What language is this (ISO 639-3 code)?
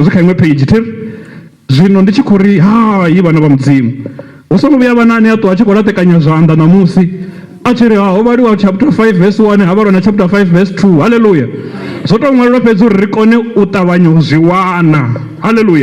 ven